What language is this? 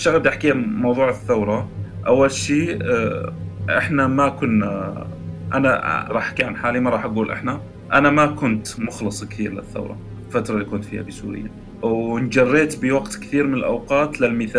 North Levantine Arabic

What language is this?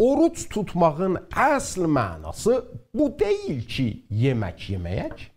South Azerbaijani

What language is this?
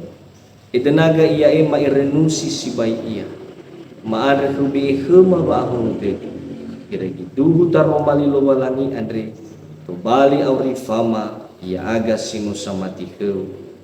Nias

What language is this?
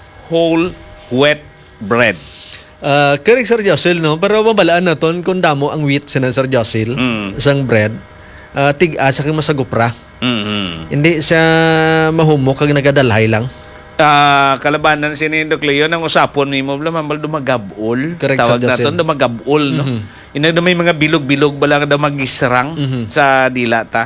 Hiligaynon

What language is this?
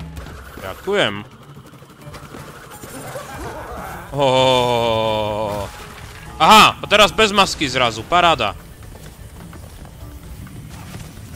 Slovak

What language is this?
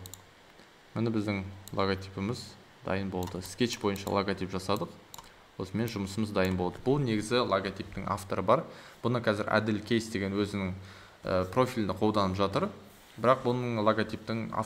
Kazakh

